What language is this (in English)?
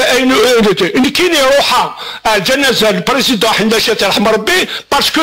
Kabyle